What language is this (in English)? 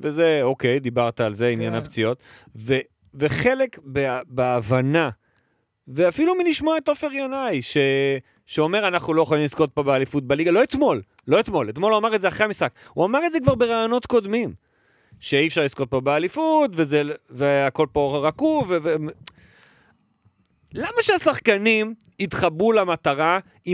Hebrew